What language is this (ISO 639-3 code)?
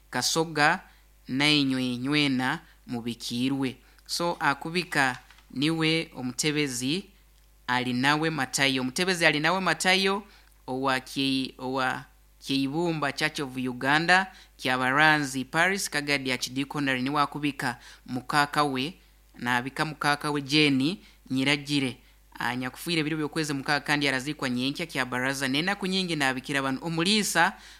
nyo